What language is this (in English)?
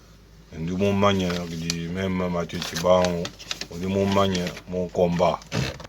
Luba-Lulua